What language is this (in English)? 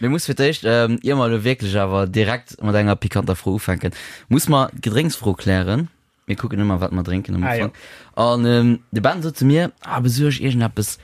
Luxembourgish